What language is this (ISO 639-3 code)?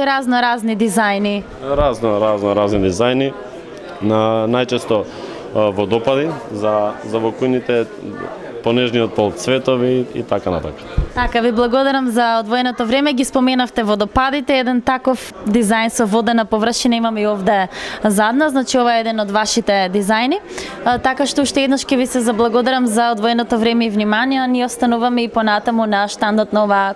mkd